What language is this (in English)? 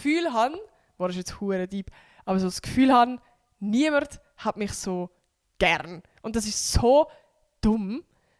Swiss German